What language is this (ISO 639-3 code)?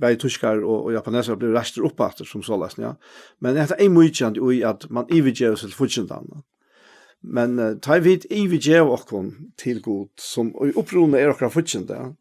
fao